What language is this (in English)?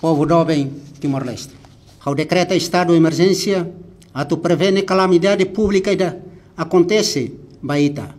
Tetum